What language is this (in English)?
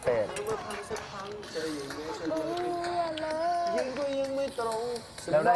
Thai